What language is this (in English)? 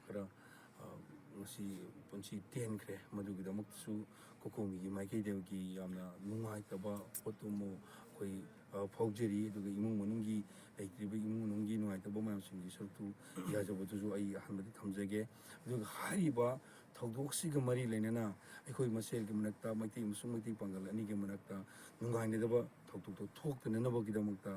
Manipuri